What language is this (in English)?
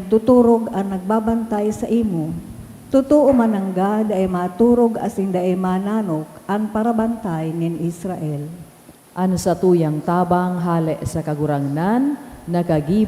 Bikol